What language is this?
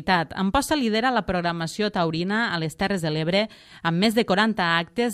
Catalan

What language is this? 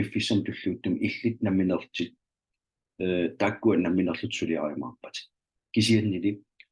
Kalaallisut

